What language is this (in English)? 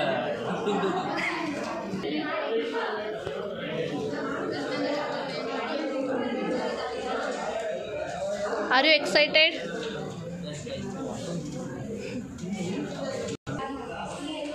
Kannada